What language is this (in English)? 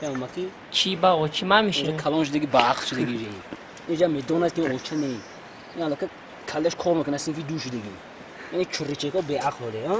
Tajik